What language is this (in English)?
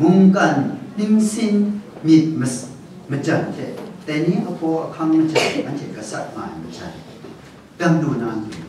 Kachin